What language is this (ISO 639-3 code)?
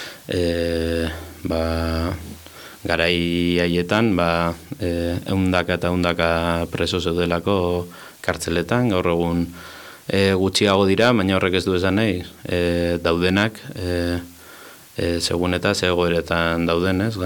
eus